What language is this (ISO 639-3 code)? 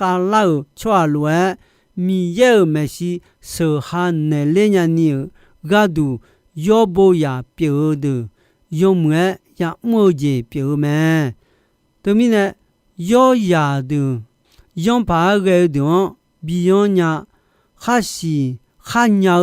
ahk